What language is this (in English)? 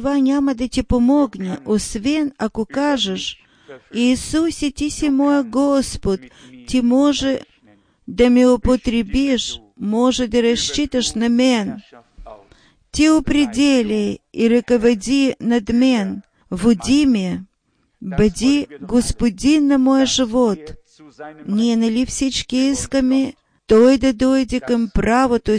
Bulgarian